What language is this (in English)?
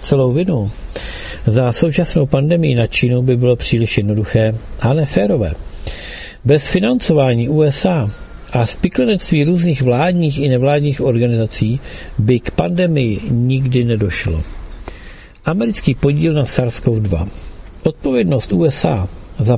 Czech